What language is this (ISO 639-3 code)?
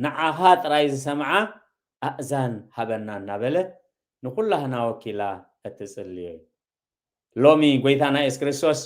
tir